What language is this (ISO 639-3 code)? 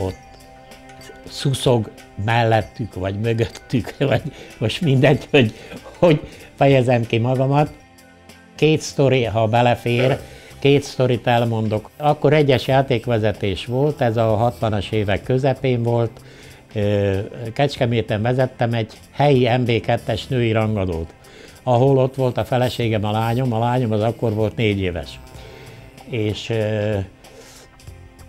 hun